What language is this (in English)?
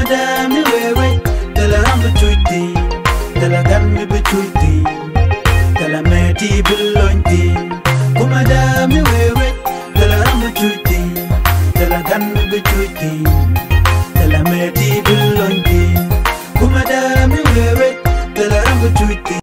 Nuer